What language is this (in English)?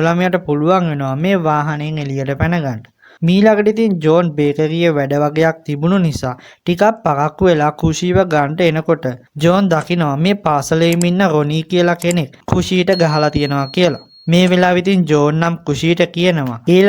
Sinhala